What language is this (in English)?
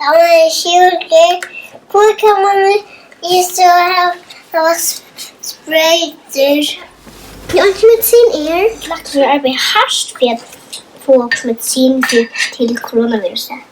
Faroese